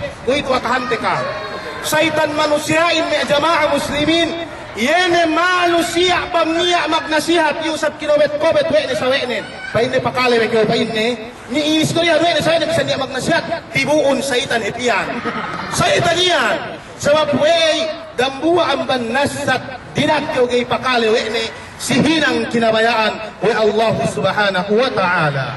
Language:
Yakan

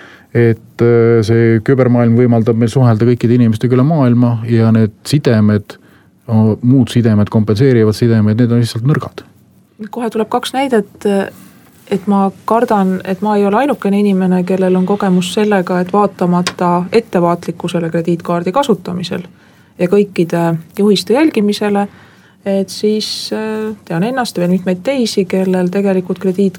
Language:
Estonian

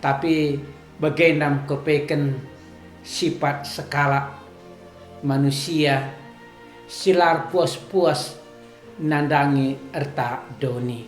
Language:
Batak Karo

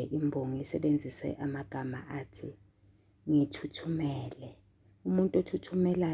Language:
Zulu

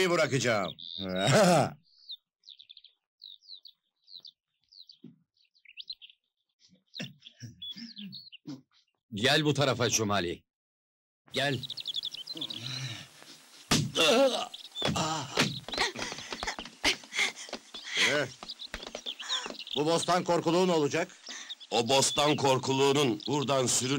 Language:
Turkish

